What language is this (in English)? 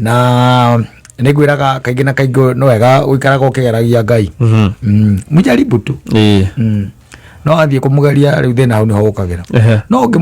Kikuyu